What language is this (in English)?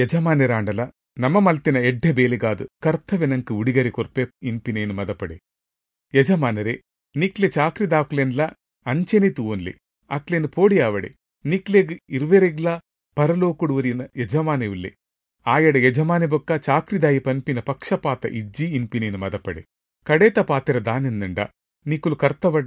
Tulu